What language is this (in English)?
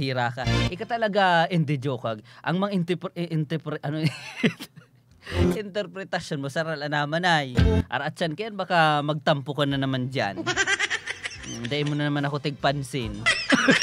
Filipino